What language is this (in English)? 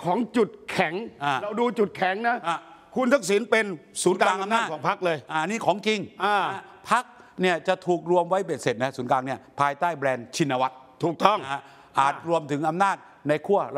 Thai